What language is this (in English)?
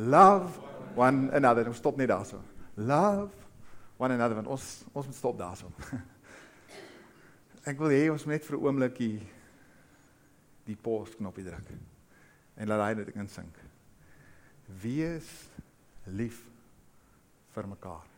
Afrikaans